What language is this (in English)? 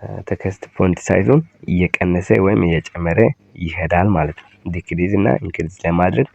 Amharic